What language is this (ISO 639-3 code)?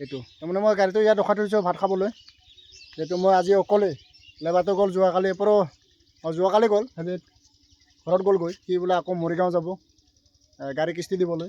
asm